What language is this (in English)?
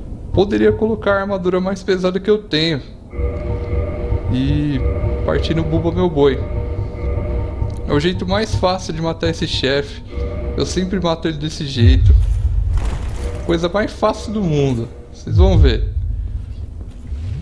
Portuguese